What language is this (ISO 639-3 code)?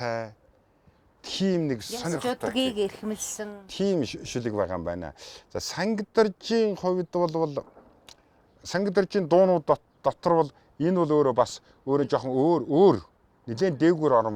mon